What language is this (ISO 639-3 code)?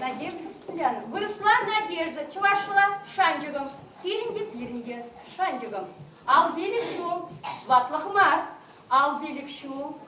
chv